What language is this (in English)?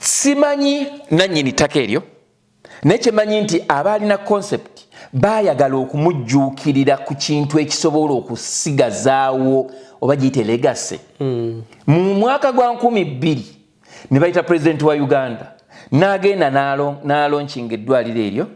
Ganda